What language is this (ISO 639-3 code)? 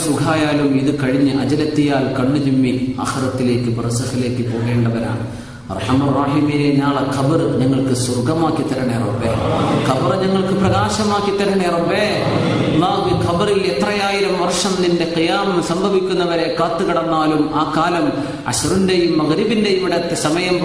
mal